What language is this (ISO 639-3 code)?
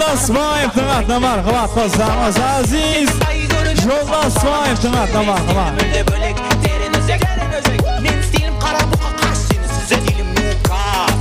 kaa